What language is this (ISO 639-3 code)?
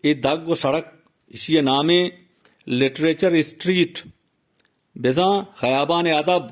bgp